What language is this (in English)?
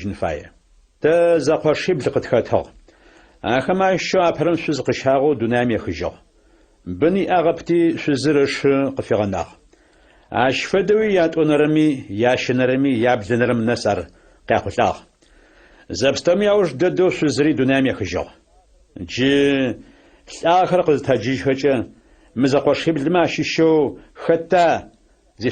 Adyghe